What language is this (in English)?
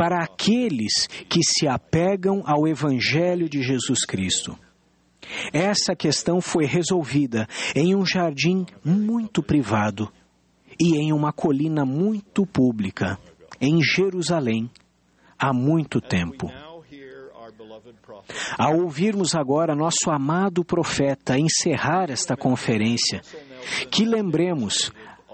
Portuguese